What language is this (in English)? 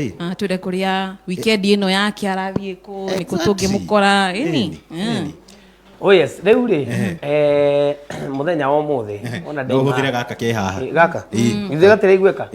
Kikuyu